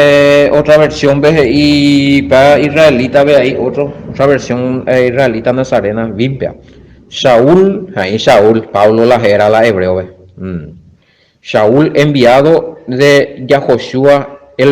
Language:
Guarani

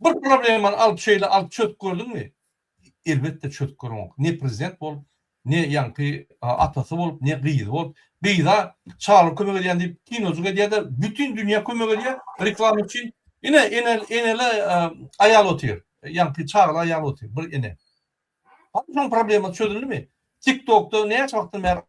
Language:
Turkmen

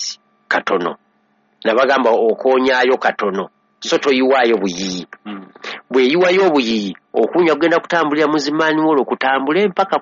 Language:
Ganda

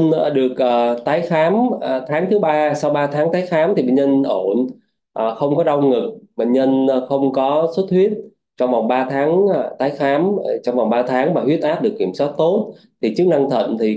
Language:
Vietnamese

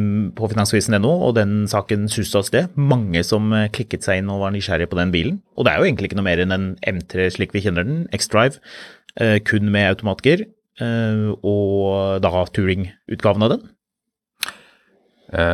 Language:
Norwegian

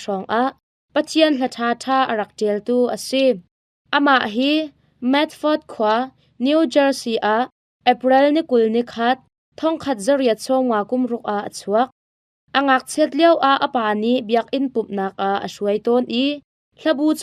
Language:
Hakha Chin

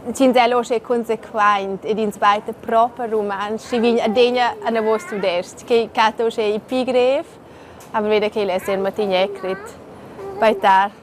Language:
Romansh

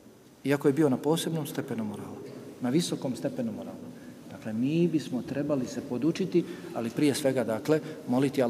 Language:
Bosnian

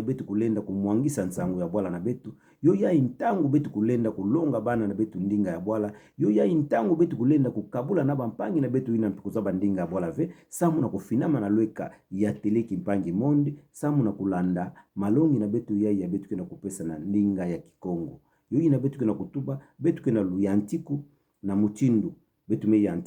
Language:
Kituba (Democratic Republic of Congo)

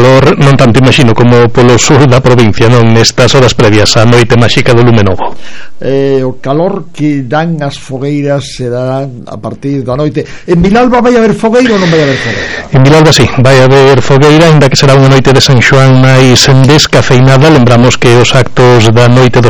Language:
Galician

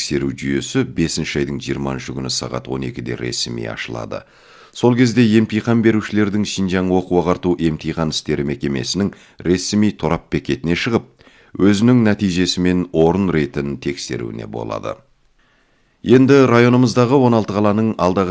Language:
Kazakh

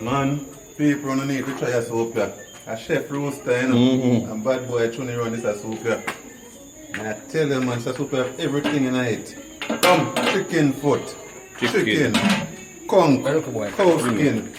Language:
Jamaican Creole English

